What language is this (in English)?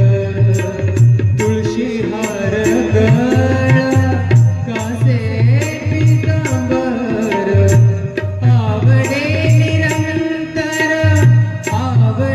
Marathi